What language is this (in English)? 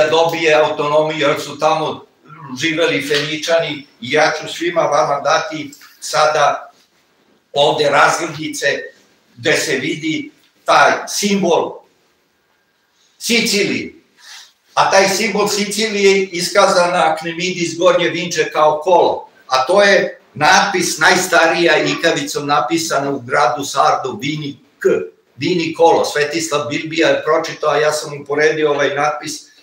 Serbian